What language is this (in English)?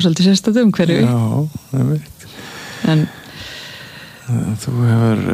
Icelandic